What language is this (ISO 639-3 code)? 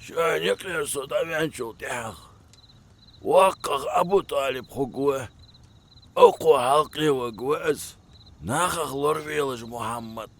inh